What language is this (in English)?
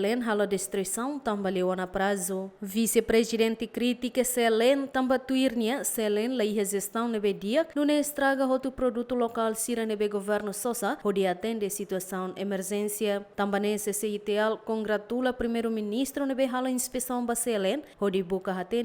Tetum